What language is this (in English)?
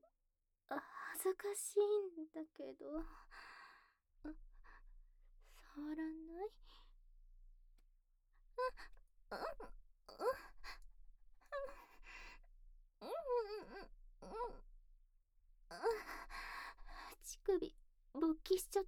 Japanese